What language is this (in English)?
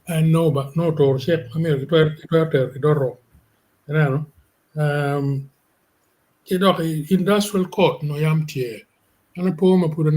Acoli